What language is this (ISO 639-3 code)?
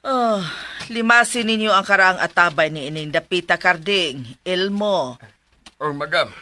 ceb